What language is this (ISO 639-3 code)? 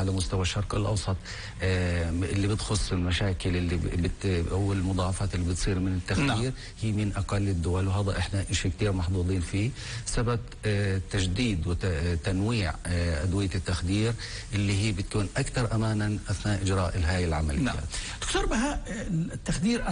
apc